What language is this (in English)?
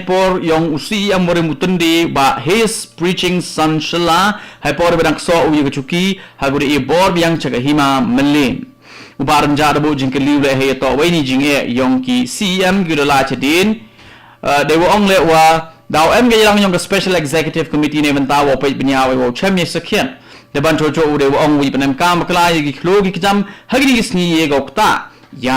Khasi